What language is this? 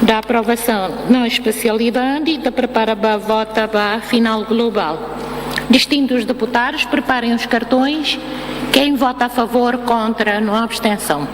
Tetum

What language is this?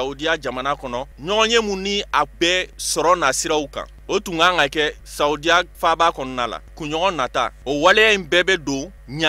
Bambara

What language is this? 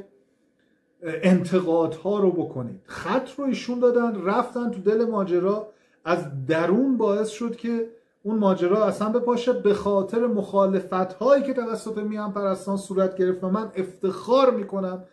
Persian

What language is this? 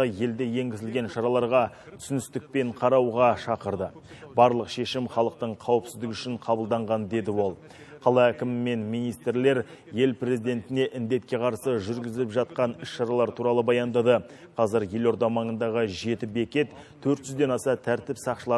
Kazakh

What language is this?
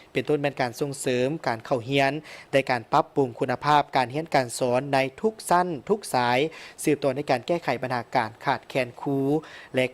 Lao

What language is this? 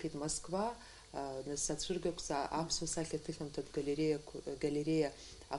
Abkhazian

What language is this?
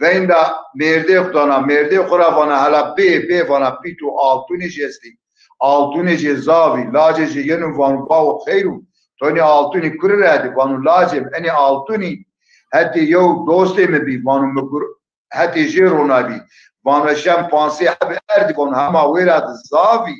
Zaza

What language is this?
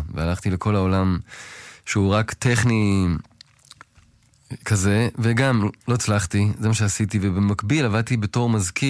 Hebrew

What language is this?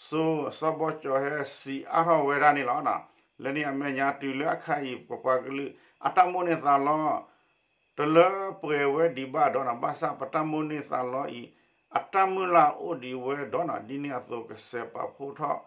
S'gaw Karen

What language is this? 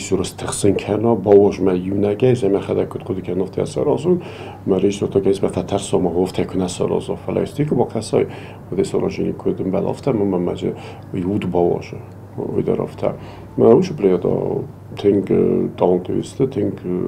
Ossetic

